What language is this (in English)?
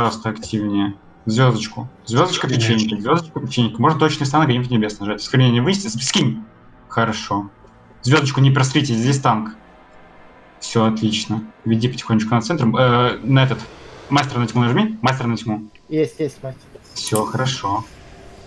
Russian